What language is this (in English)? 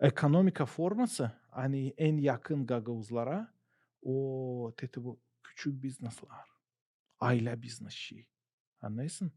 Gagauz